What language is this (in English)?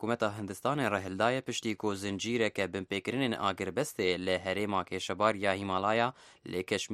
Kurdish